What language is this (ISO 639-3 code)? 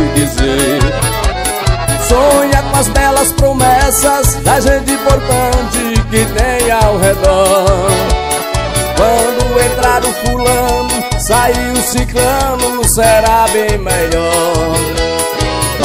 por